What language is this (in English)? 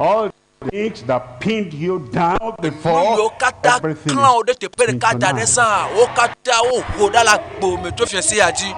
Ewe